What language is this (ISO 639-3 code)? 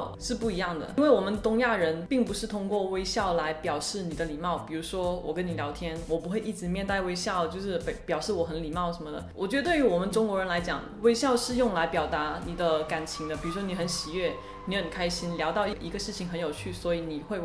zho